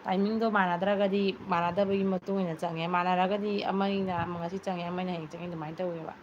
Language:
Manipuri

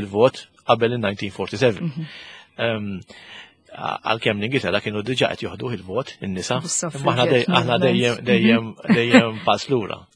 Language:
Maltese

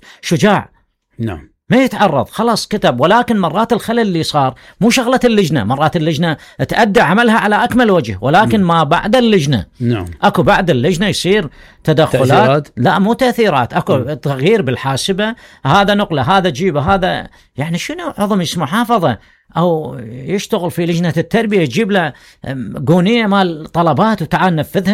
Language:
Mesopotamian Arabic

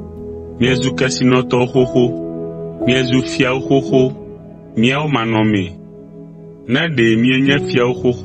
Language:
Ewe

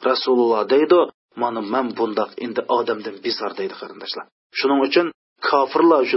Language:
Uyghur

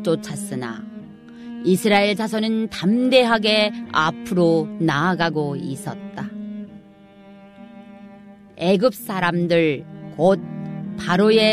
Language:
Korean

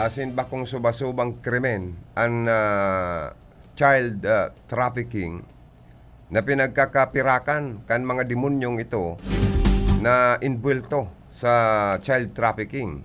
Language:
Bikol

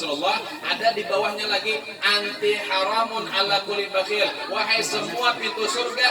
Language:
Banjar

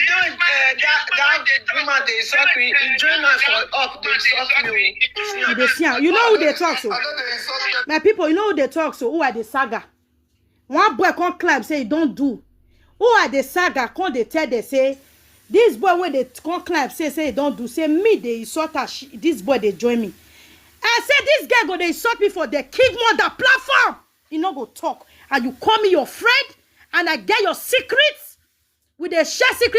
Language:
Nigerian Pidgin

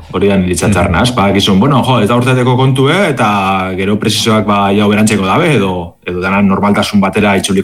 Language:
Basque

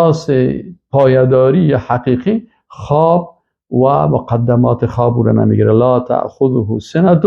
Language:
Persian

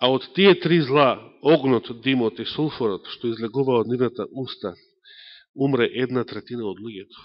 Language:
Macedonian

